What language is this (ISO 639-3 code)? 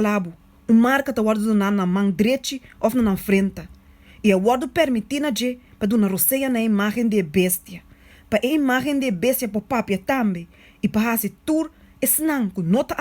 pap